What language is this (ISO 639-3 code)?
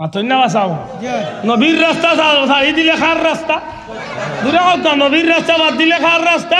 syl